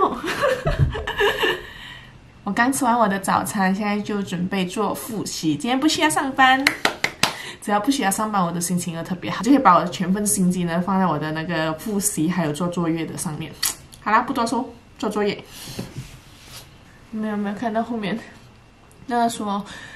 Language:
Chinese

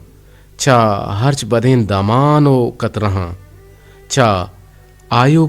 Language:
Eastern Balochi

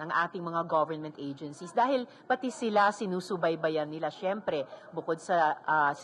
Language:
Filipino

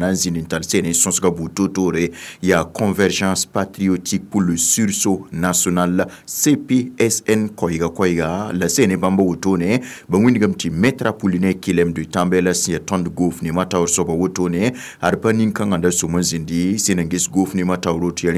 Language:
Mossi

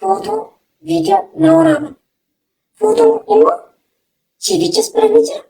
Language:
Oromo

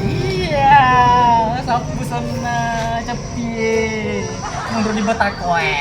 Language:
Buginese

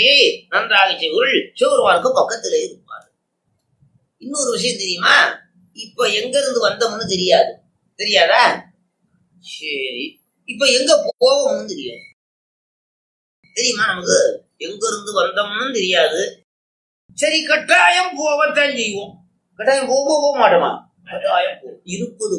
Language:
Tamil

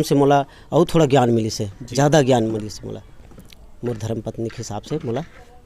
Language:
Chhattisgarhi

